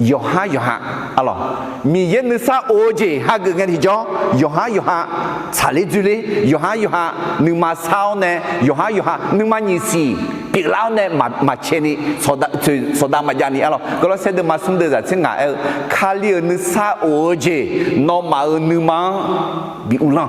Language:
Akha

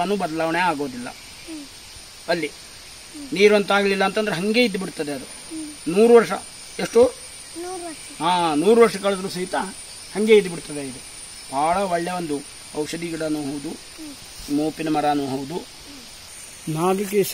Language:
Kannada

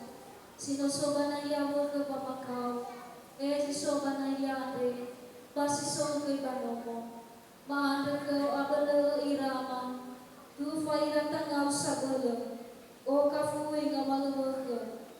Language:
Nias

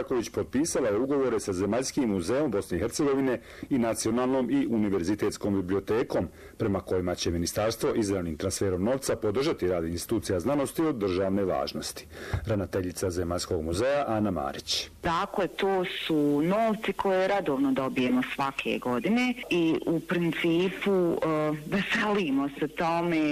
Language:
Bosnian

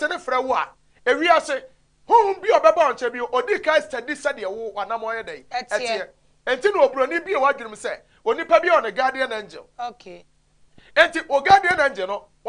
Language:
Akan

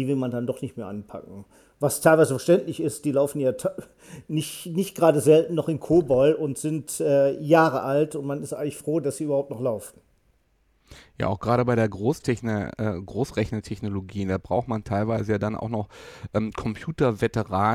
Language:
German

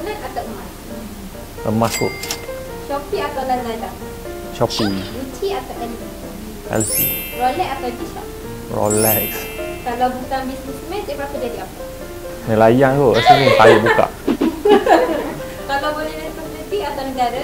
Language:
Malay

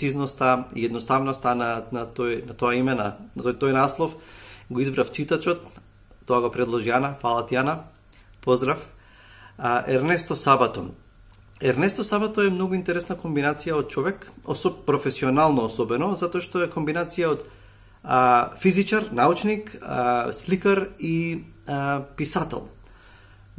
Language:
Macedonian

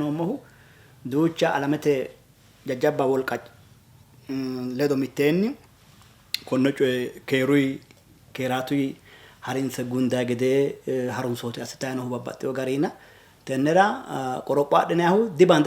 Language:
Sidamo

